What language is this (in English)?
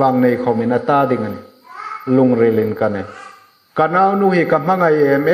Hmar